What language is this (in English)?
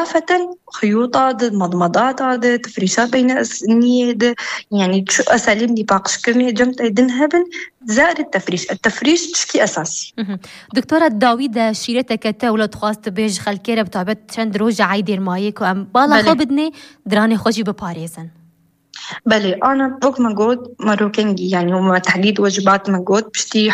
Kurdish